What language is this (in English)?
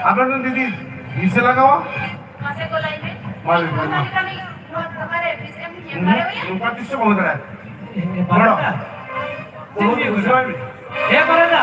Santali